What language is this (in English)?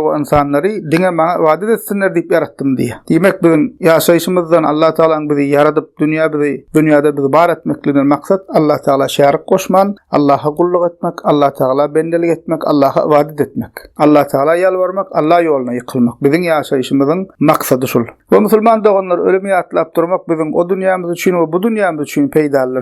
Turkmen